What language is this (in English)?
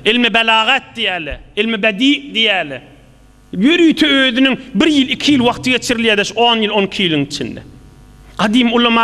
Turkmen